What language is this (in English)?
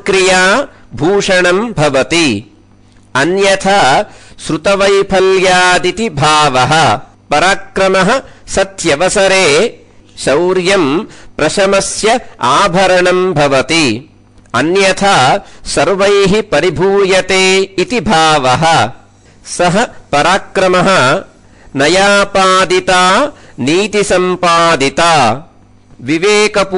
Sanskrit